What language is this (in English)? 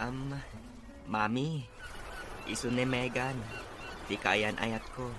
Iloko